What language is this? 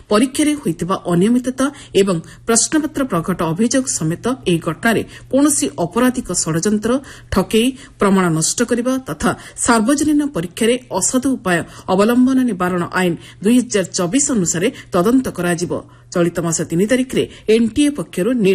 Odia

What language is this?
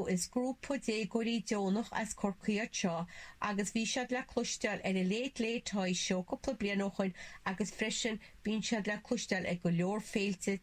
Irish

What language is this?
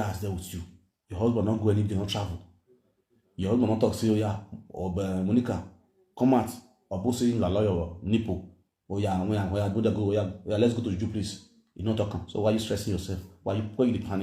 Nigerian Pidgin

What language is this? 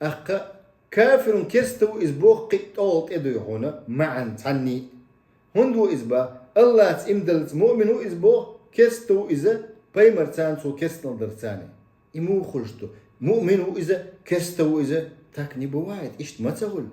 Chechen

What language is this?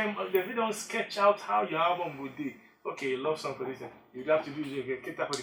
Nigerian Pidgin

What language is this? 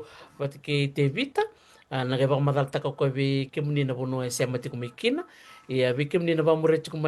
Fijian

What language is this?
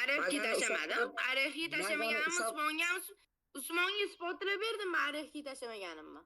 Uzbek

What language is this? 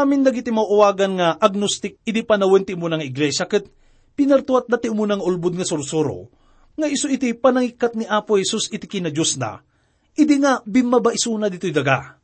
Iloko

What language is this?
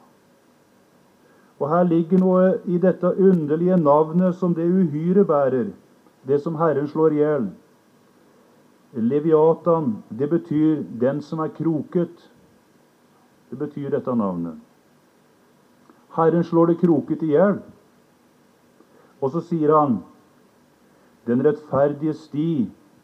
Norwegian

